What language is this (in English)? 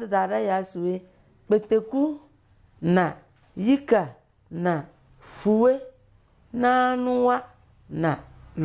Tem